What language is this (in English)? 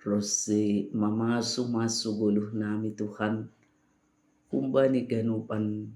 Batak Simalungun